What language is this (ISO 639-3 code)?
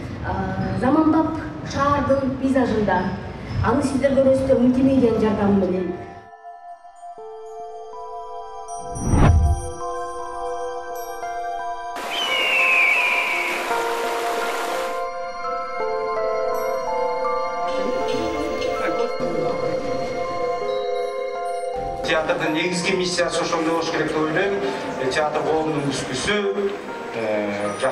kir